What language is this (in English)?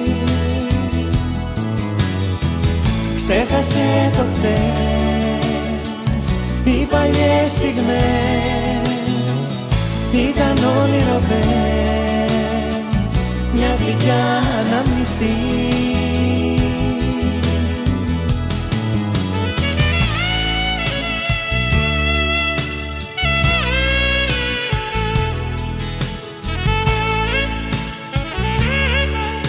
Greek